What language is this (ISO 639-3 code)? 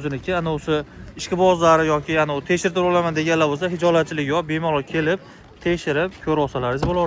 uzb